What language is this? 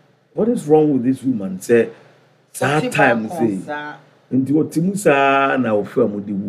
Akan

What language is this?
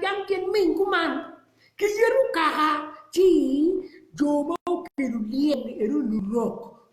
Acoli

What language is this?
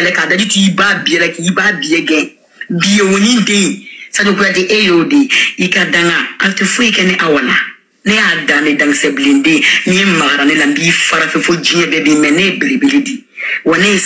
Bambara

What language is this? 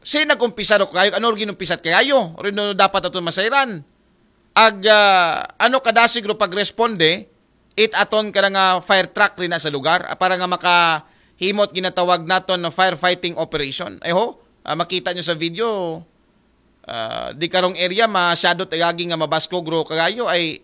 Aklanon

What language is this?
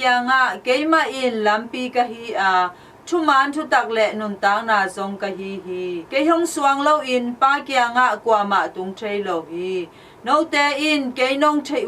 Tedim Chin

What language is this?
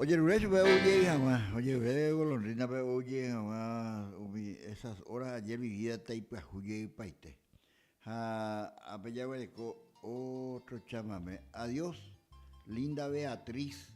Guarani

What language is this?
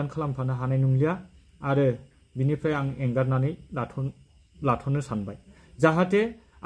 Bodo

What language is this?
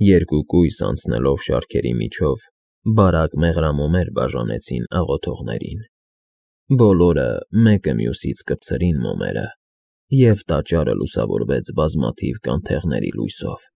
Armenian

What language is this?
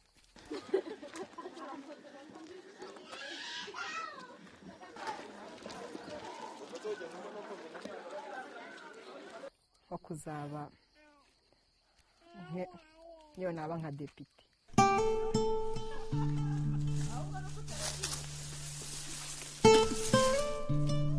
Kinyarwanda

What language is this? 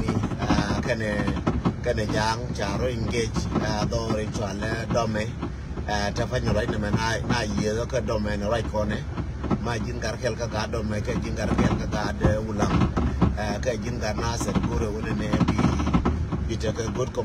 Nuer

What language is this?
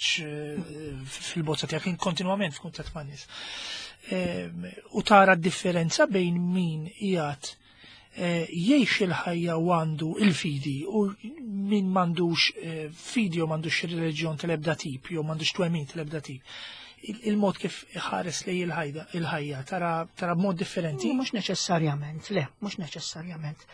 Maltese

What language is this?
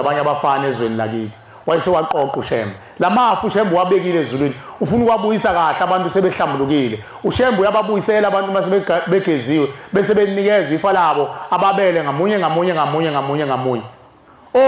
Zulu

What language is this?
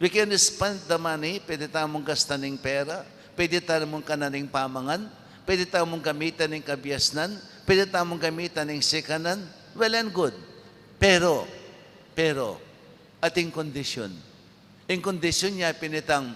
Pampanga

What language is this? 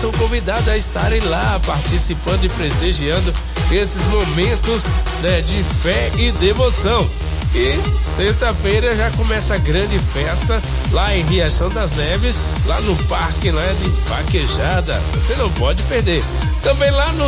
Portuguese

